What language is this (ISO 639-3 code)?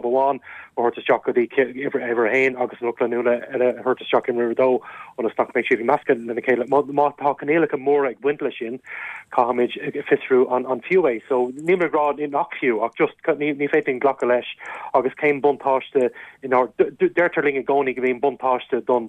gle